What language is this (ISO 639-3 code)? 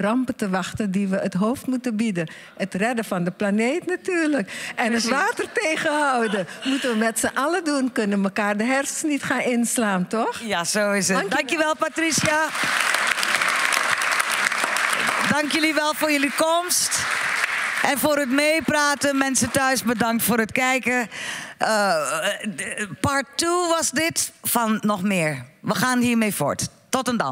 nld